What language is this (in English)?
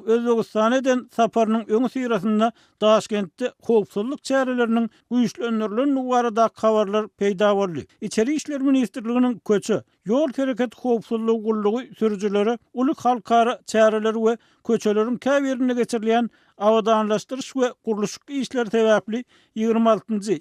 Turkmen